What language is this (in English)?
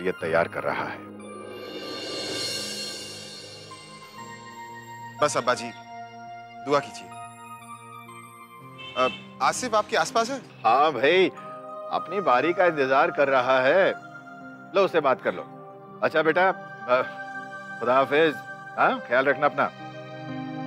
Hindi